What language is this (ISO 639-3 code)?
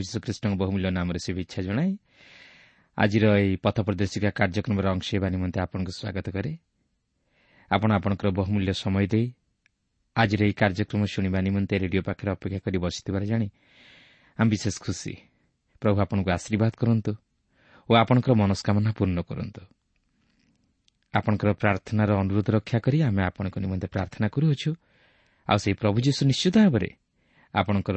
ori